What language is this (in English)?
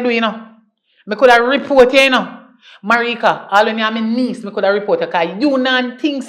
Jamaican Creole English